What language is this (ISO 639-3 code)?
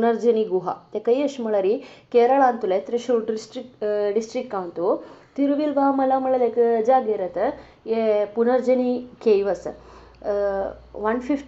kok